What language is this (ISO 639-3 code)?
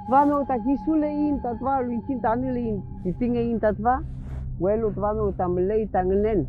arn